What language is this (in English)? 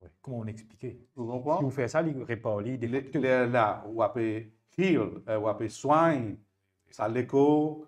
Morisyen